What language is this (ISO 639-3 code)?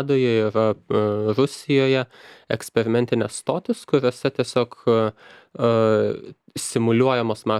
lit